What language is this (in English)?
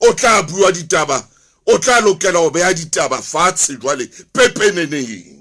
Southern Sotho